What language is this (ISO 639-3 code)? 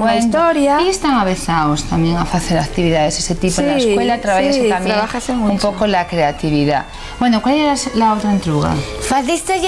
ast